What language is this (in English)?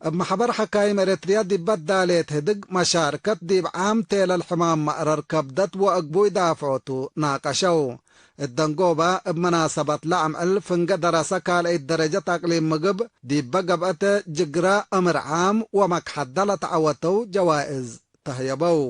Tigre